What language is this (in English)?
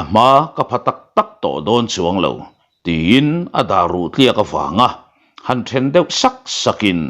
Mizo